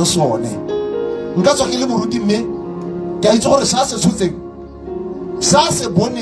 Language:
Tswana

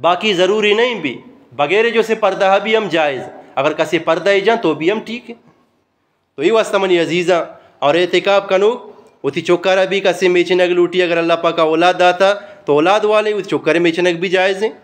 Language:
Eastern Balochi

